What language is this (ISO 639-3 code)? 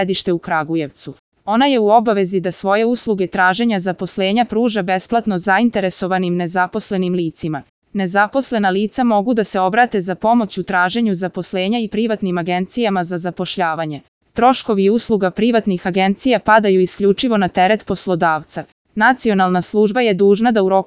srp